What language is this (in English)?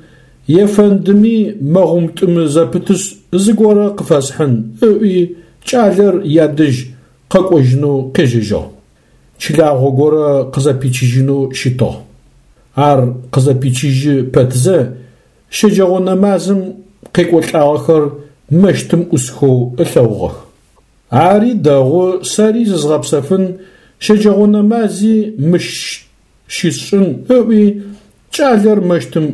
Adyghe